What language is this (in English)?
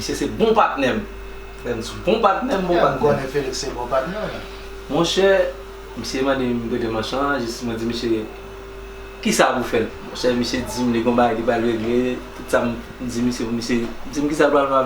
Haitian Creole